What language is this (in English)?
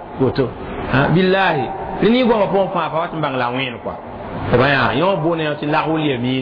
Mossi